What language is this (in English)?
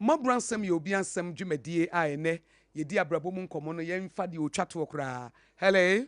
Akan